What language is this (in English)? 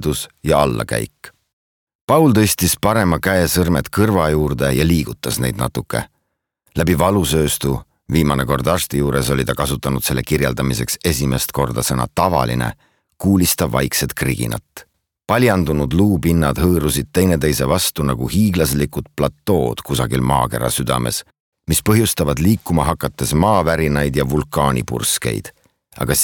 Estonian